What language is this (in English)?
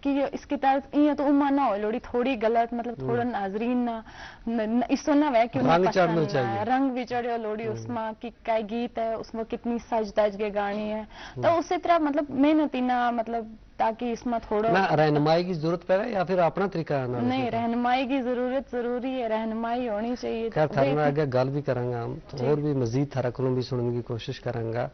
Gujari